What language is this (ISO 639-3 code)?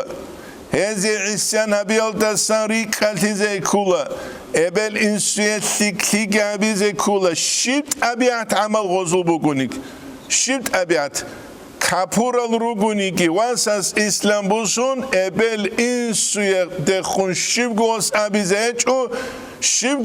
ava